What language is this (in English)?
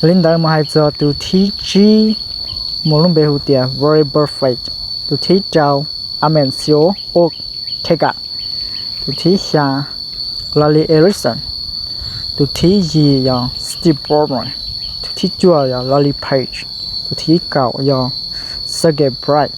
Hmong